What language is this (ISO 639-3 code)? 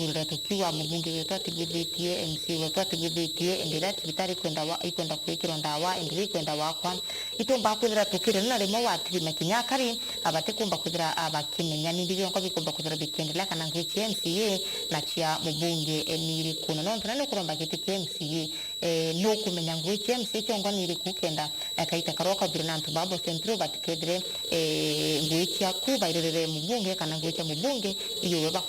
mer